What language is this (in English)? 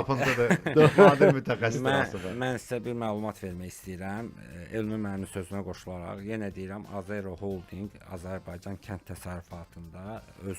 Azerbaijani